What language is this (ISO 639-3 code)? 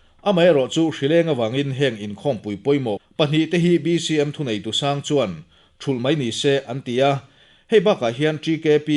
lus